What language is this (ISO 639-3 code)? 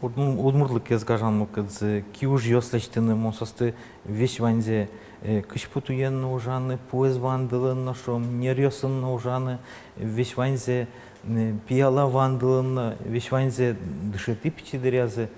udm